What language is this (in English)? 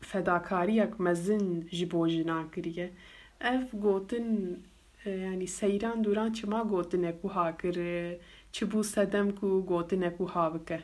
Kurdish